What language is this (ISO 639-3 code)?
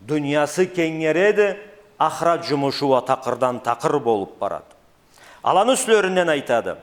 krc